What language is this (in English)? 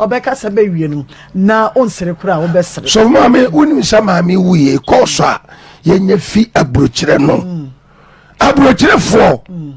Akan